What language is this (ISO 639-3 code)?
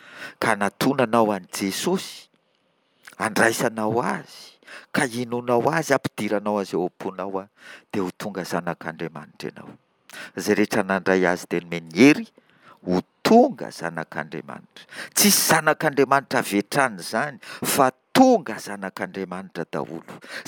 mlg